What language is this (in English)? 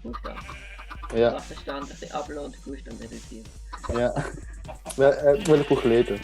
Swiss German